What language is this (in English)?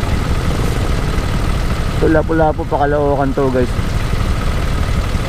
Filipino